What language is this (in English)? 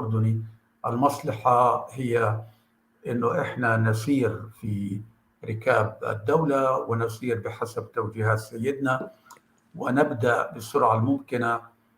North Levantine Arabic